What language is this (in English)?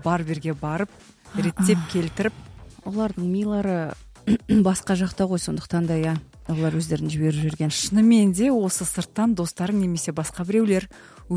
Kazakh